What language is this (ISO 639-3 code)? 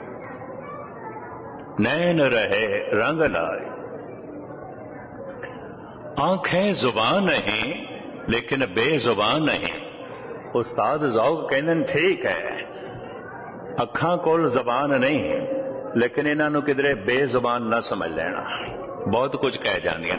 pan